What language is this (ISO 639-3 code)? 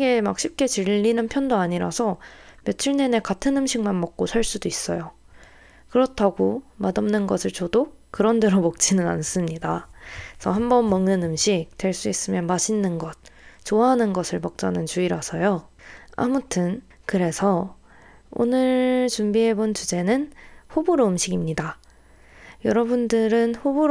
kor